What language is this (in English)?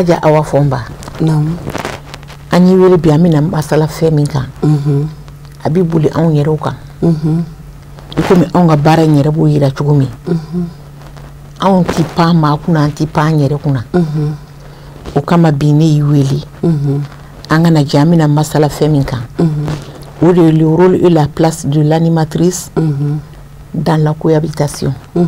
Bambara